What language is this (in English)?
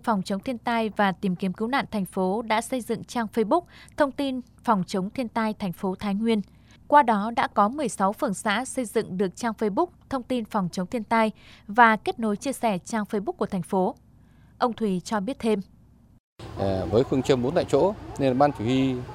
Vietnamese